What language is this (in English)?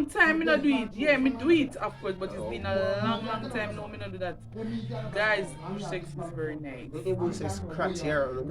Jamaican Creole English